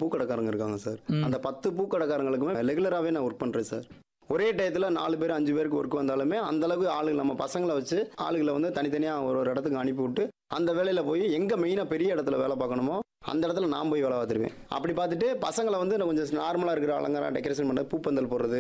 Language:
Tamil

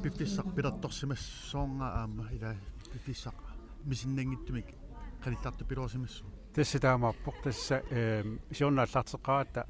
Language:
Kalaallisut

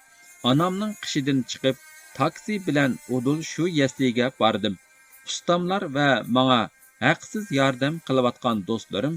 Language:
Uyghur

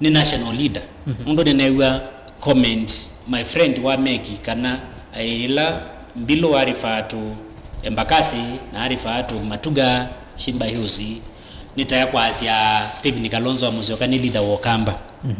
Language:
Kamba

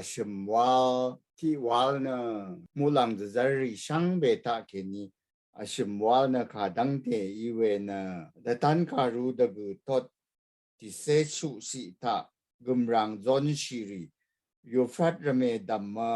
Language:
Rawang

